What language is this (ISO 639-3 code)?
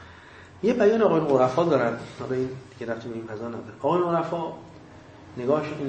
fas